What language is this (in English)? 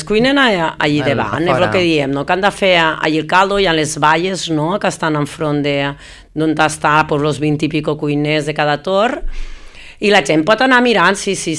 Catalan